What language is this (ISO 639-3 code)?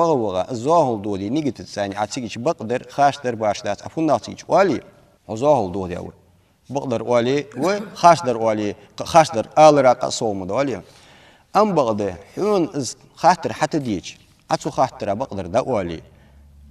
inh